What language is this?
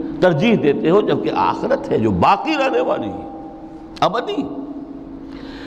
Urdu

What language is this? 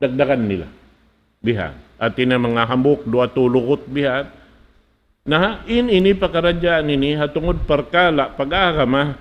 Tausug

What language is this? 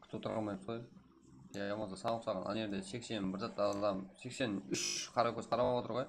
Kara-Kalpak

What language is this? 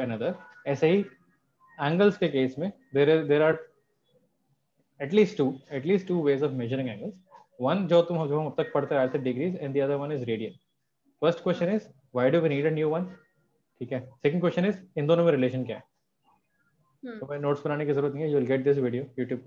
Hindi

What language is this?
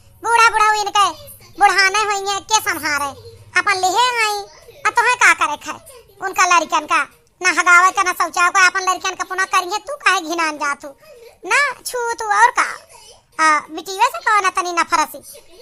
Awadhi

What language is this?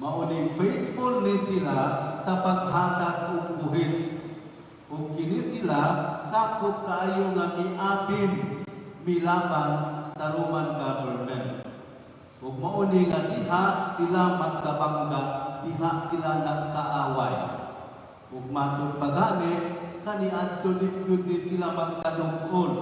Cebuano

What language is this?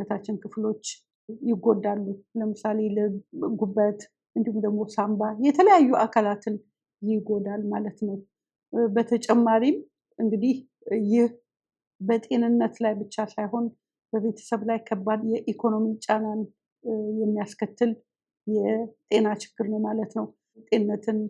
Amharic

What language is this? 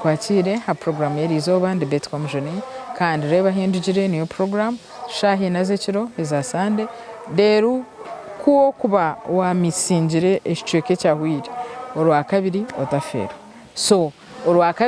Nyankole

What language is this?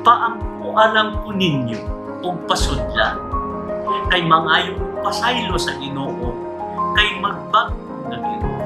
Cebuano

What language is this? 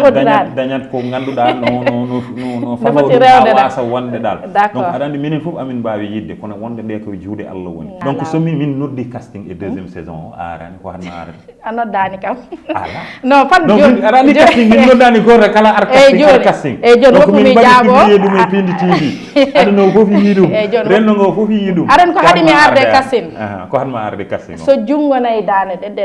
Fula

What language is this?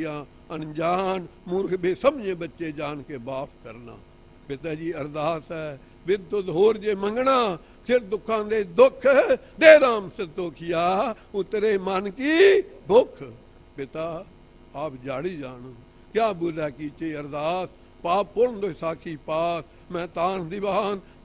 Punjabi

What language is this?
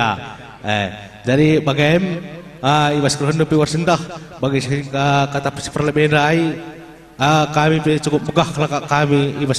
Batak Karo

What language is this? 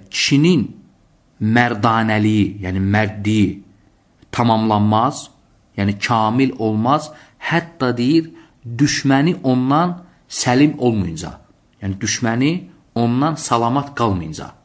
Azerbaijani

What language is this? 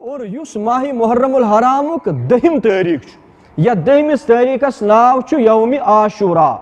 Kashmiri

